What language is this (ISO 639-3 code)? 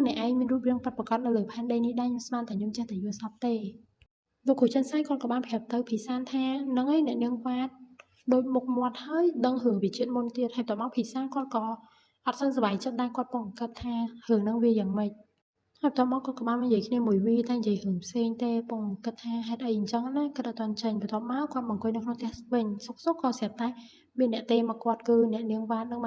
khm